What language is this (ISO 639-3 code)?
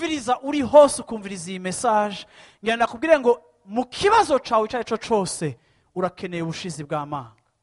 run